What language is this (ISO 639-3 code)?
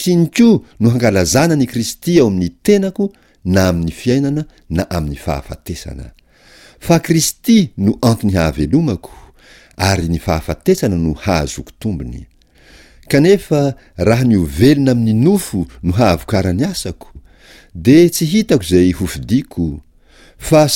mlg